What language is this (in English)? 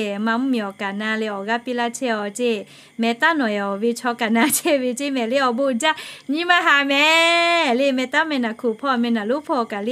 Lahu